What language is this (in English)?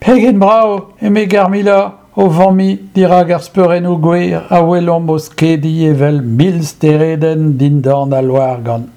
Breton